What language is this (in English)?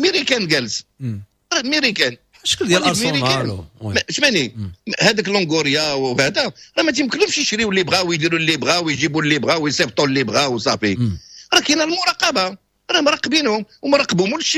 Moroccan Arabic